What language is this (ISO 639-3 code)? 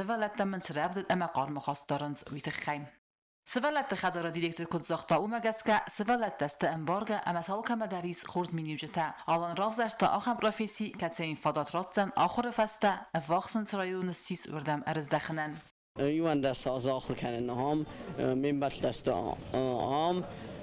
oss